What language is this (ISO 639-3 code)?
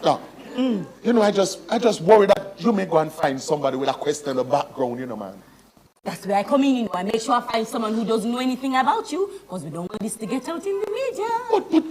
jam